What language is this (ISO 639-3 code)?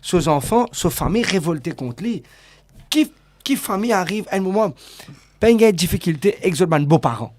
mfe